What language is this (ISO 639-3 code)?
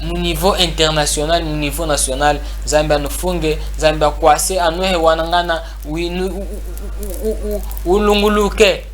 cjk